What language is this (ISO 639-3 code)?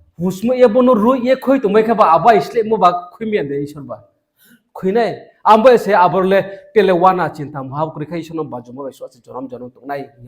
ria